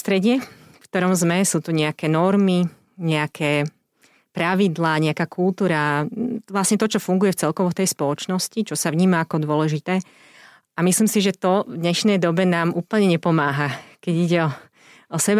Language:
Slovak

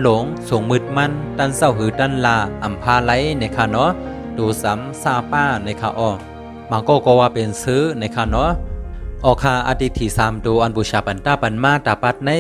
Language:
Shan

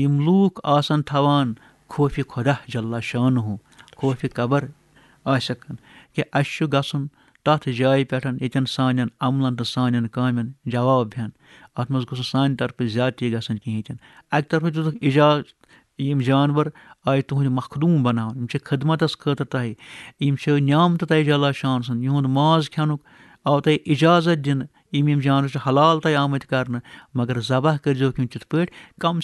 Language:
Kashmiri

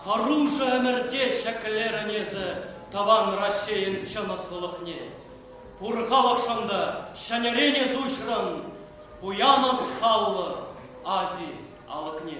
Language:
Chuvash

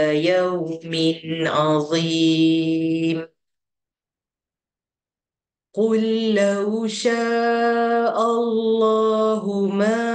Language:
Arabic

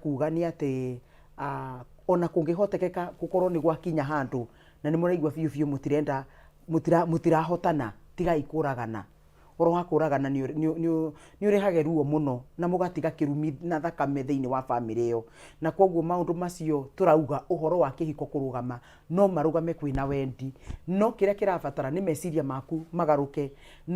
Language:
Kikuyu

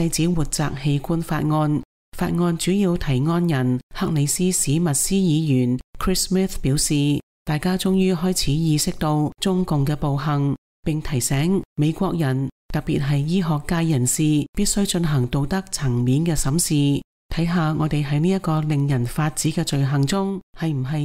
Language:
Cantonese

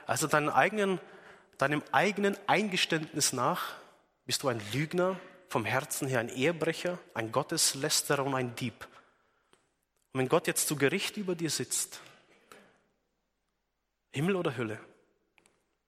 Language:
German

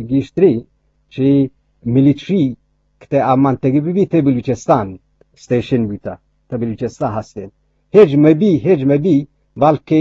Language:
Eastern Balochi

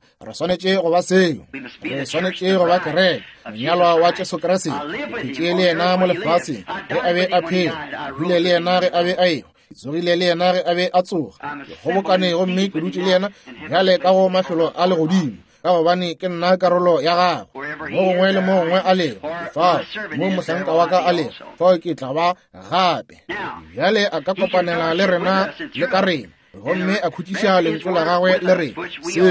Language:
Northern Sotho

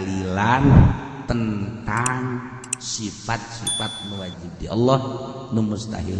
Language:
Sundanese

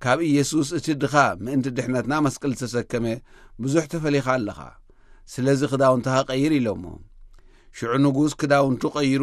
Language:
Tigrinya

